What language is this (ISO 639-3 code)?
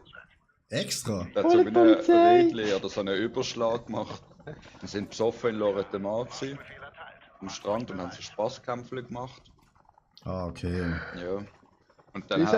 gsw